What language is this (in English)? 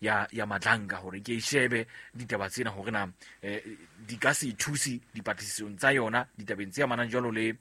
Southern Sotho